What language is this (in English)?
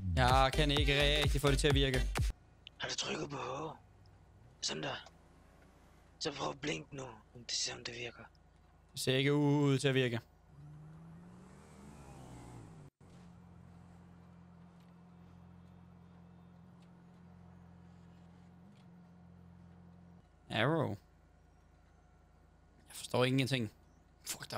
Danish